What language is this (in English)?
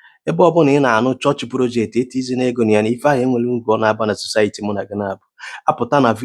Igbo